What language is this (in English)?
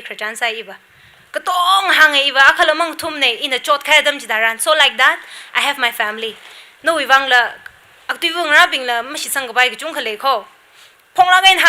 Tangkhul Naga (India)